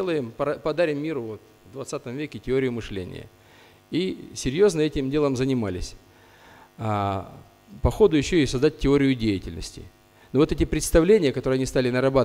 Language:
Russian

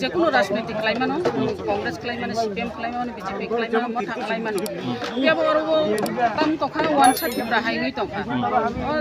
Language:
Kok Borok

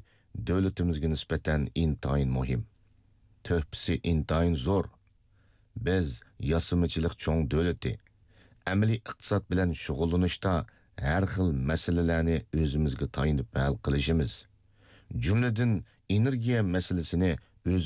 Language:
Uyghur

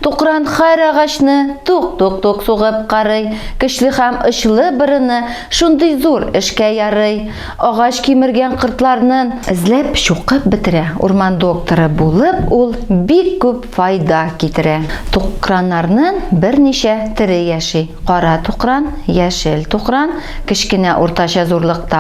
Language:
Tatar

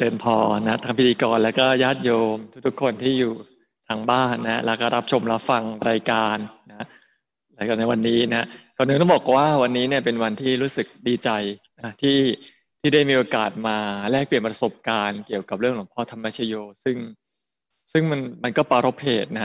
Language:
Thai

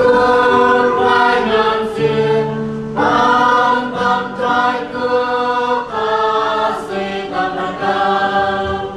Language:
Central Mnong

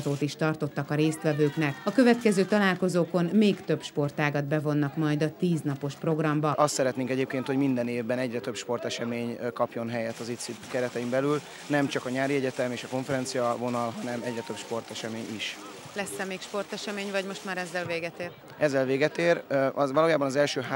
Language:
Hungarian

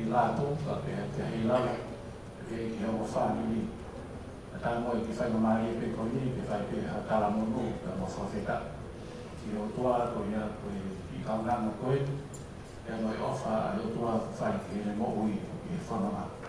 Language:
Tongan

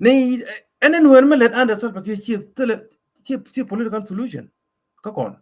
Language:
Nuer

